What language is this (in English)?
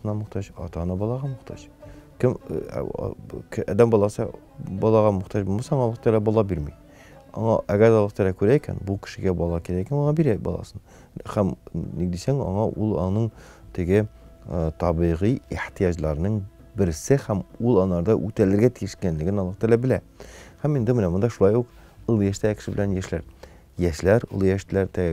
Tatar